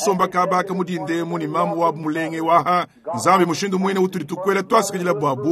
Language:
Luba-Lulua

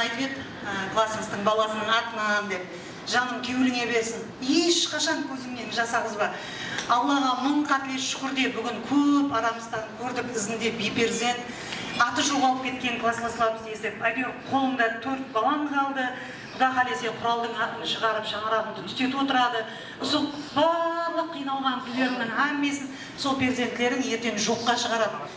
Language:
Kara-Kalpak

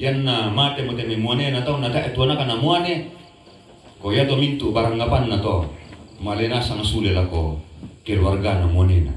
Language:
Toraja-Sa'dan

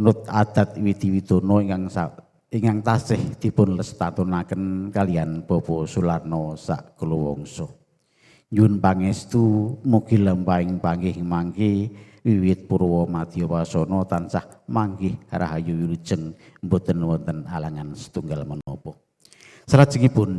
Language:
Javanese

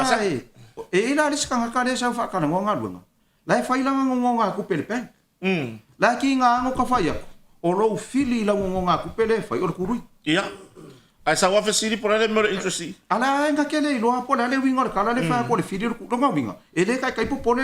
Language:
Samoan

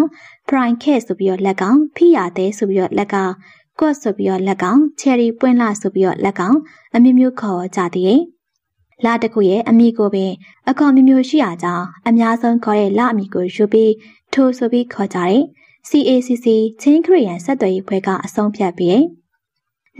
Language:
Burmese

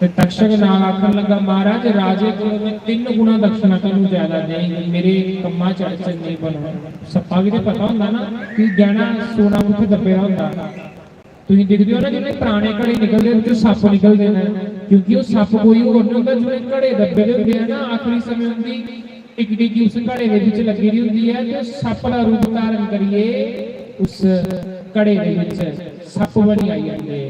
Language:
Dogri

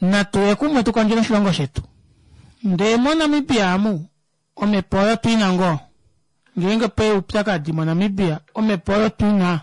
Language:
Kuanyama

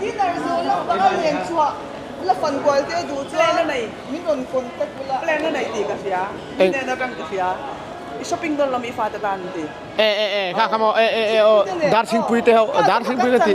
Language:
Mizo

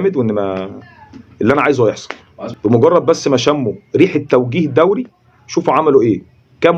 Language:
Egyptian Arabic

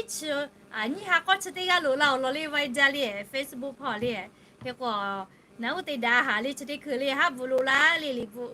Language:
Lahu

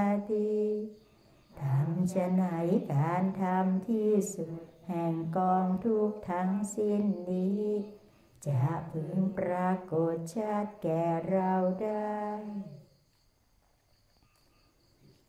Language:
Thai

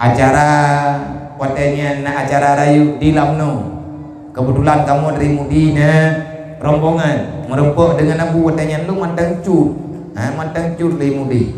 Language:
Achinese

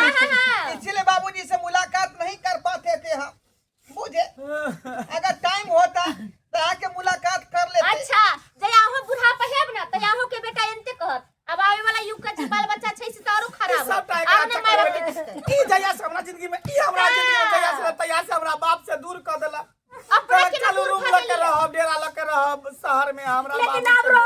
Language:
Maithili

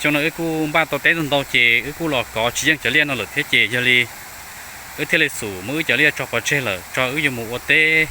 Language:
Hmong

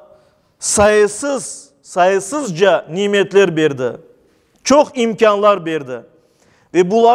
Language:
Crimean Tatar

